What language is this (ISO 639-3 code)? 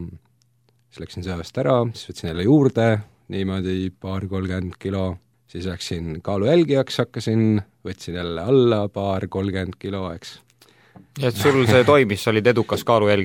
est